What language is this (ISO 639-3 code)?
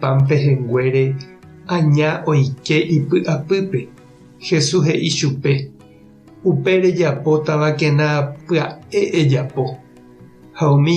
grn